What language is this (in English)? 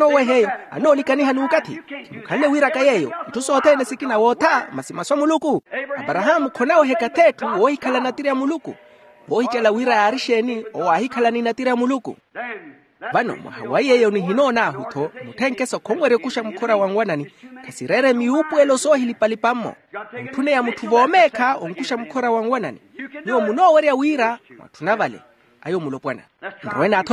Makhuwa